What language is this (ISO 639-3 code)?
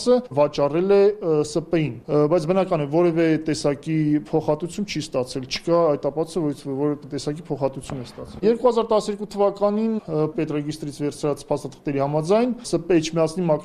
hye